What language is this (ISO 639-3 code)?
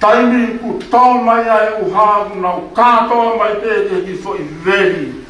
ton